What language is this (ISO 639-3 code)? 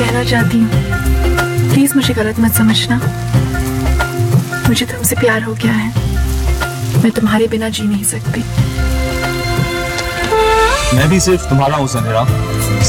hin